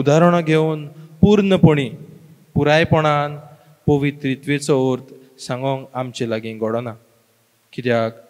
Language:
Konkani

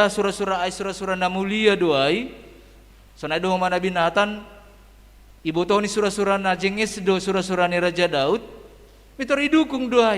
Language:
Batak Simalungun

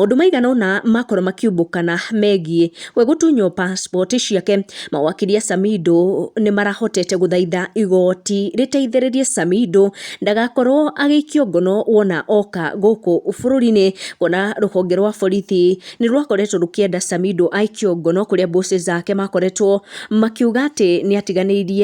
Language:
Kikuyu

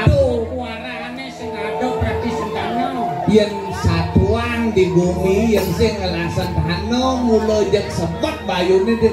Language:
Balinese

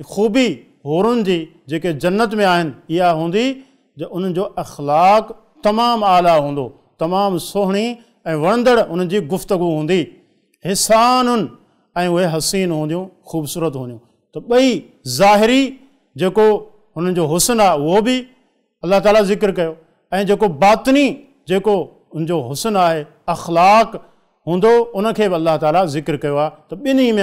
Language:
Sindhi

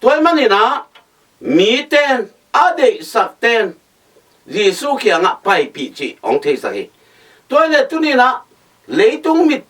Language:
Tedim Chin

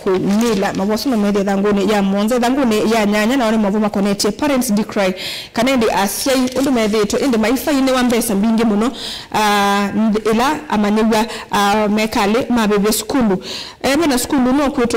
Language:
Kamba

